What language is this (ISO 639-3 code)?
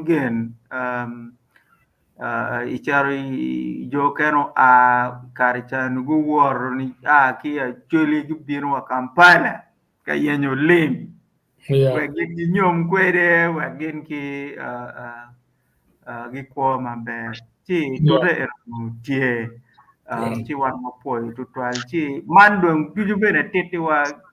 ach